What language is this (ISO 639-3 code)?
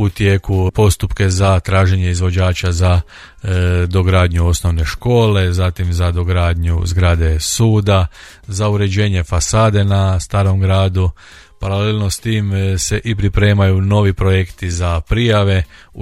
hrv